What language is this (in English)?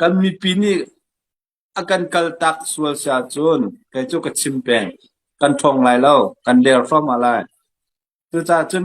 Hakha Chin